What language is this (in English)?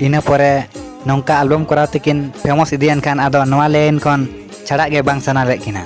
Santali